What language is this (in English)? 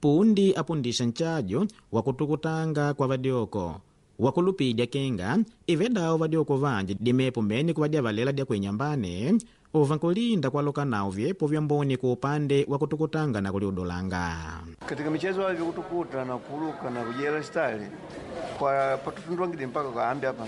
Makonde